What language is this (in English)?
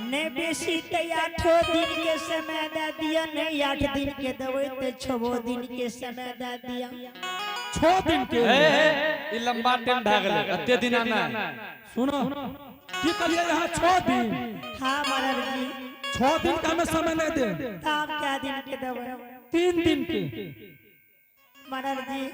Angika